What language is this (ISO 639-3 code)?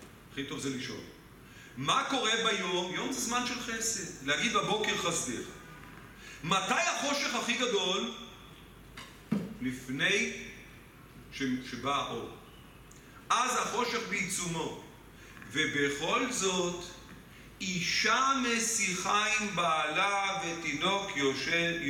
heb